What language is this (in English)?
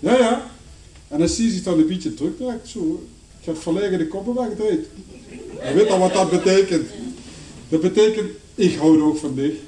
Limburgish